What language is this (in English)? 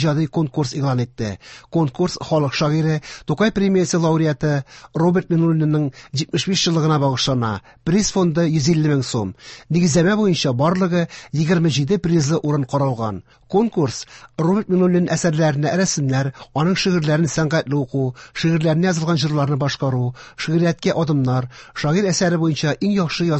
Tatar